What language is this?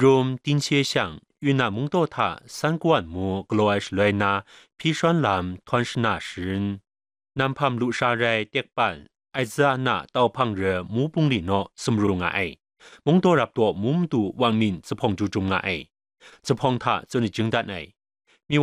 Kachin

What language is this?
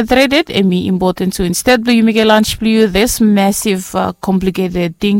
Bislama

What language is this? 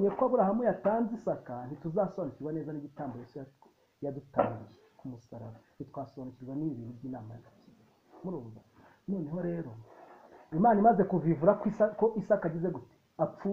Kinyarwanda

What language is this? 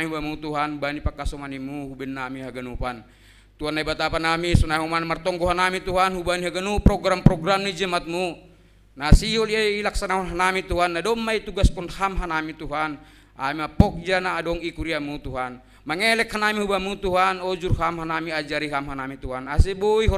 Batak Simalungun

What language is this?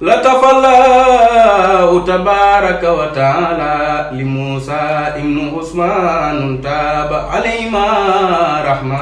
Wolof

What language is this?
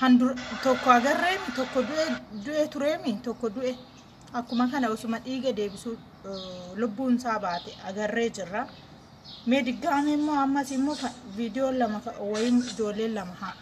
Oromo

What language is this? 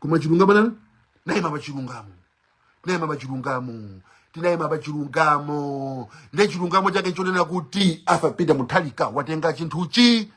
Nyanja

